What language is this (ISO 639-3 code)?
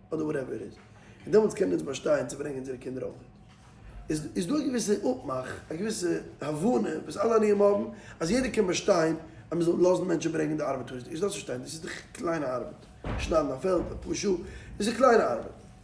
yid